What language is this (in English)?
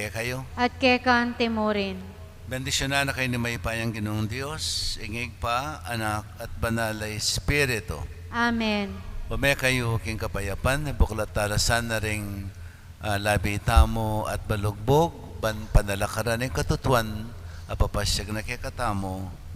Pampanga